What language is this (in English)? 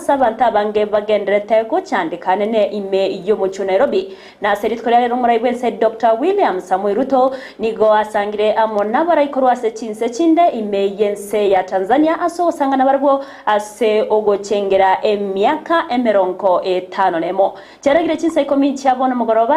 Gusii